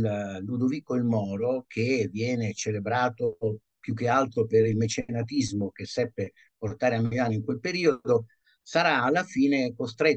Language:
Italian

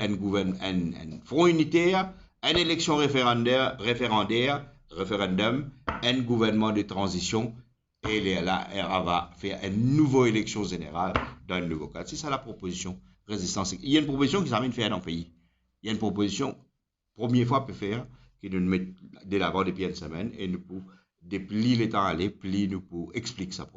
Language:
Morisyen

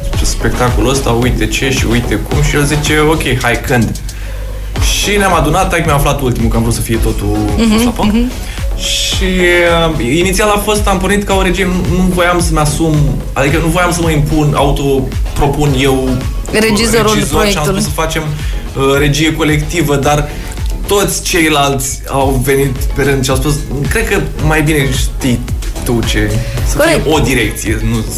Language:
Romanian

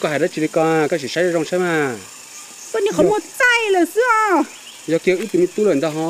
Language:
Hmong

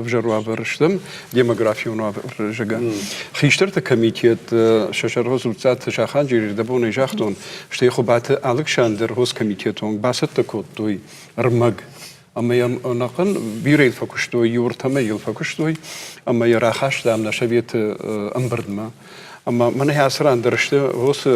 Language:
Ossetic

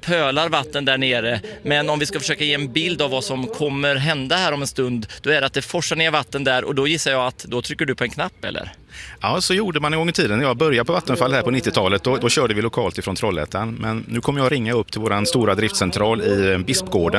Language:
Swedish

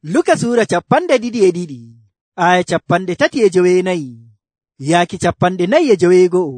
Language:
Nigerian Fulfulde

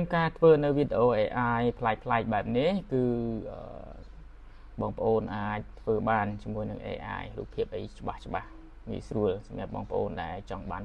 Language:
Khmer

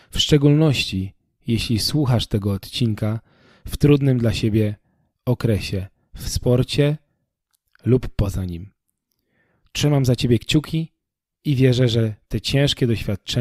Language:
Polish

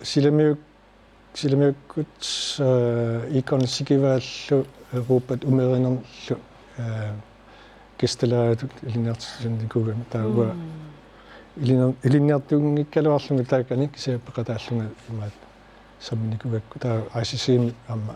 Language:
Kalaallisut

